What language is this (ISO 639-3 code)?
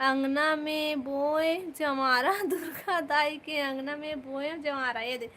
hne